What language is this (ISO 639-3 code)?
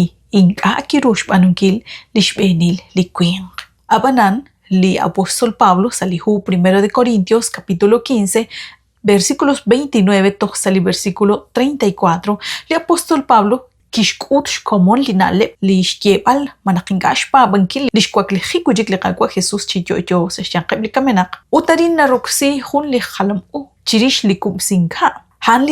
kek